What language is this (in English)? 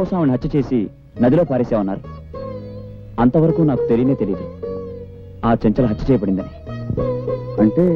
Telugu